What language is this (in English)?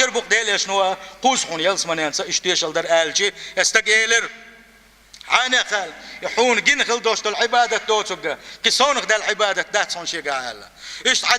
Chechen